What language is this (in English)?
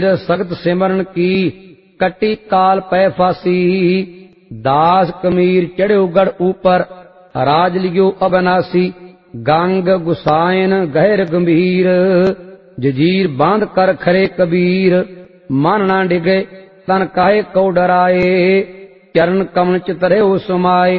Punjabi